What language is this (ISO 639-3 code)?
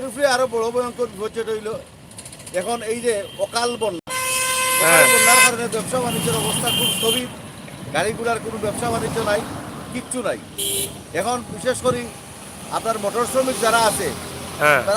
syl